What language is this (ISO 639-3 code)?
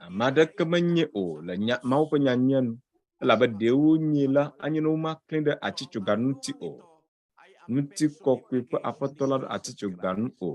ewe